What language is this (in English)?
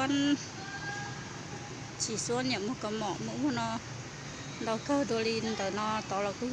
Hmong